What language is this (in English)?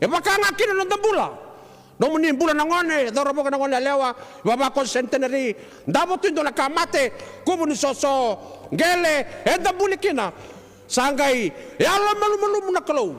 Fijian